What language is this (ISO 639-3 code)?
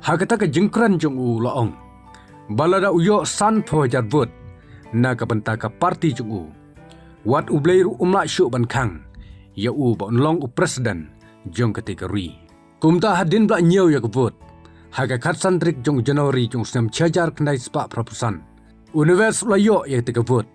kha